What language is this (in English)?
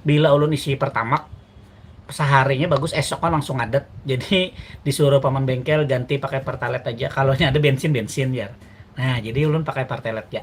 Banjar